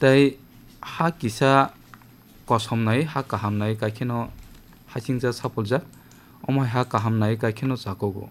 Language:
Kok Borok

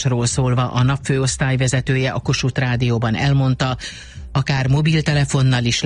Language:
Hungarian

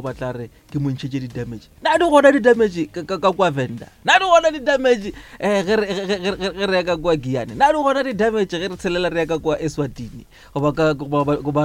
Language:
Northern Sotho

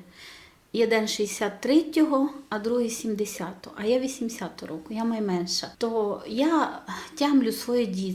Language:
Rusyn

